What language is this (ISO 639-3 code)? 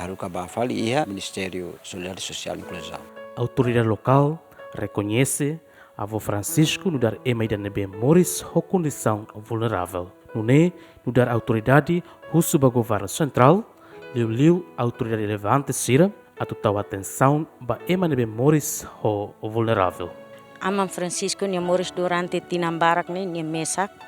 tet